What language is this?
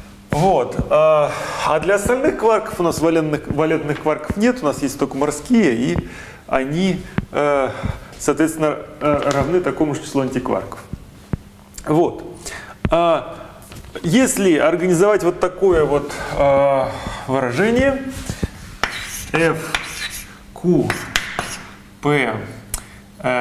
Russian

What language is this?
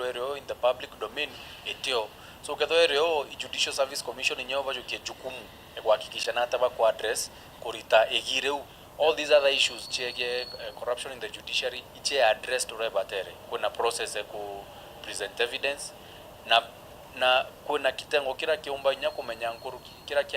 Meru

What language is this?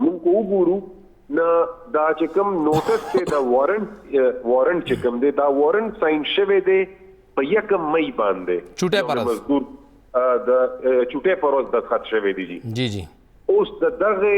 Pashto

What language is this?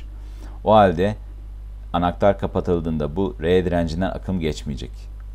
Turkish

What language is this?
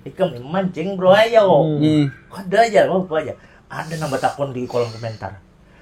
Banjar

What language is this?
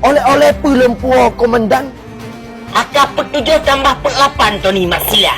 Achinese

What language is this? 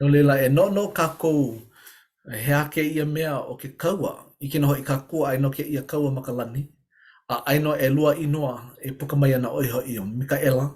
Hawaiian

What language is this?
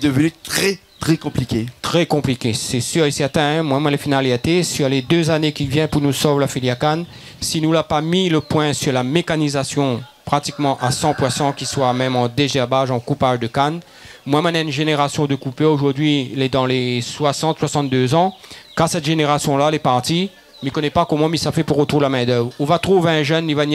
Réunion Creole French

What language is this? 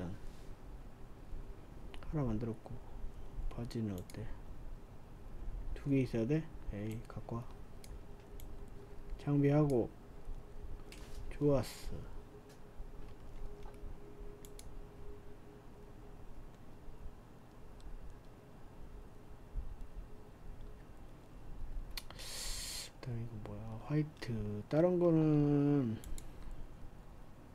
Korean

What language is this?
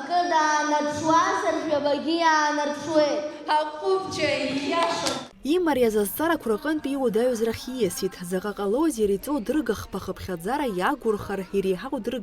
Abkhazian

